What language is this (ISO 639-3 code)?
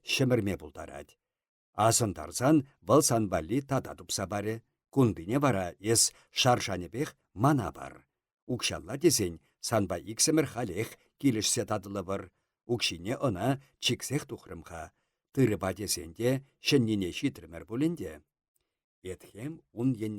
chv